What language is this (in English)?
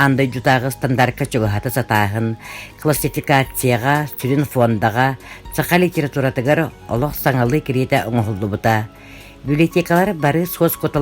Yakut